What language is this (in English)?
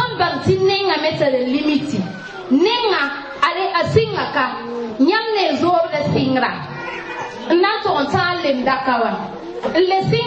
Mossi